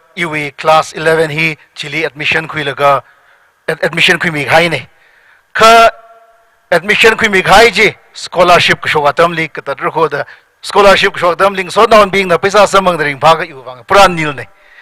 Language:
Tangkhul Naga (India)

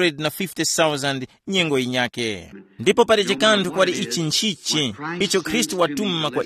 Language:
Tumbuka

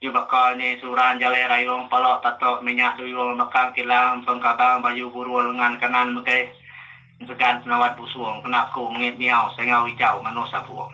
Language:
Iban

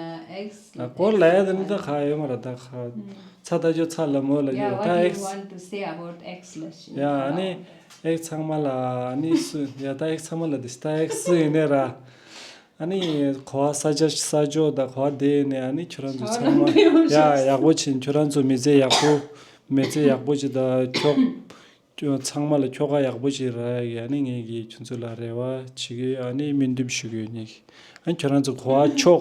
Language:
Tibetan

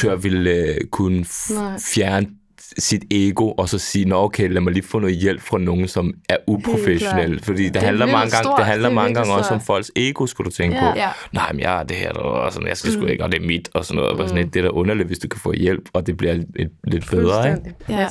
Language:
Danish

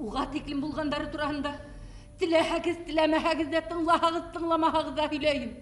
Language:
Bashkir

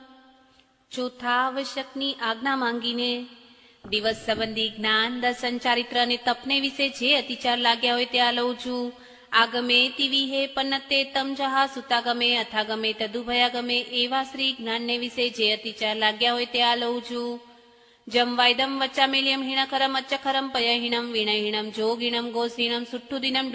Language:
Gujarati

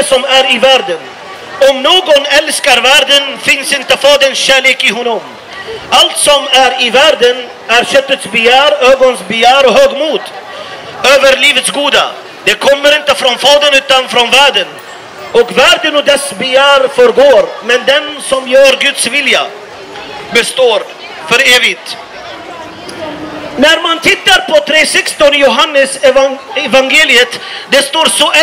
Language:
Swedish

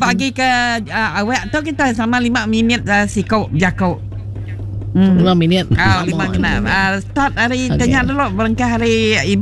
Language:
Iban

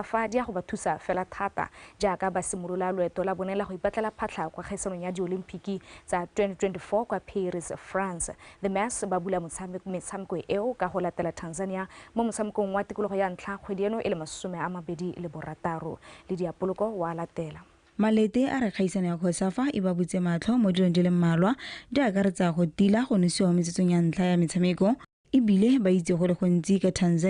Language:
Tswana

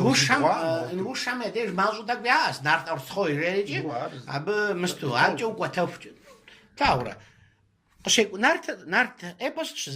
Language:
Kabardian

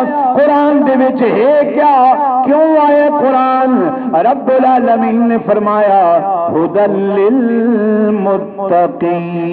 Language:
Saraiki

